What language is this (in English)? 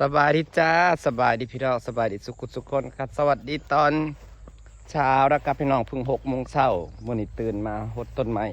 Northeastern Thai